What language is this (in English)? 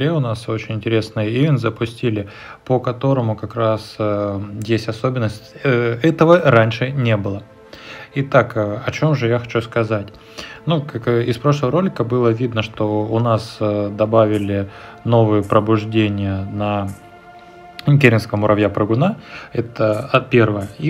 Russian